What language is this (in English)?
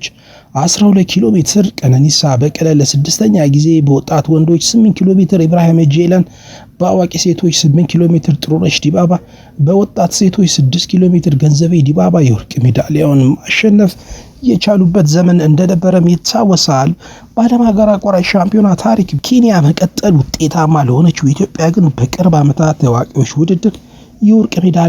Amharic